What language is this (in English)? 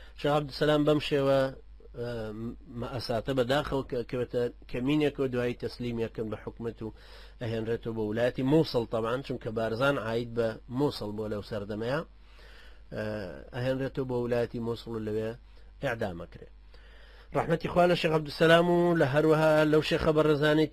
Central Kurdish